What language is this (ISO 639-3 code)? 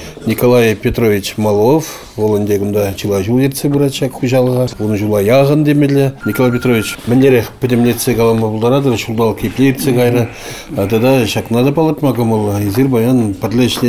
chv